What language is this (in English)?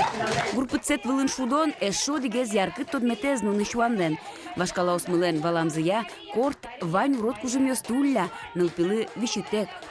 Udmurt